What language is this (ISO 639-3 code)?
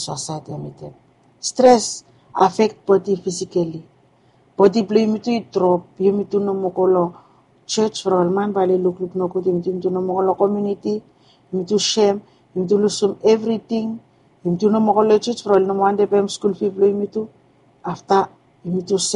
bis